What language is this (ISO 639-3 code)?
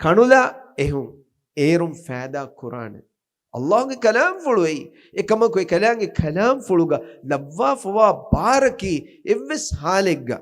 div